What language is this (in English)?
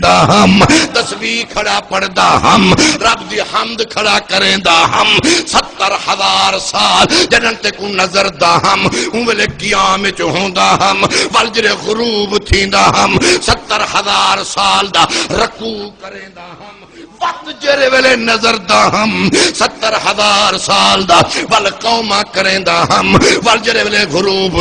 Saraiki